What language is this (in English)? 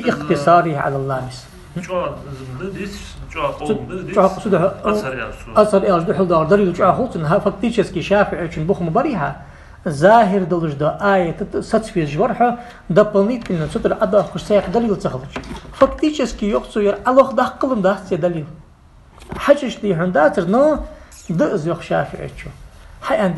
Ingush